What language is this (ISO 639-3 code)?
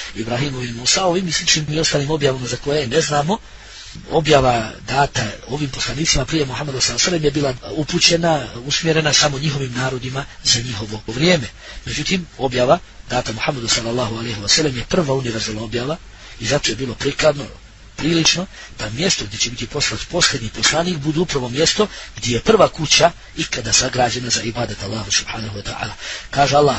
bos